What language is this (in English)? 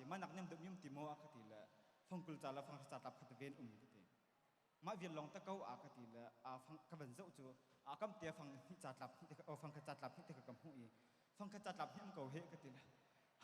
Hakha Chin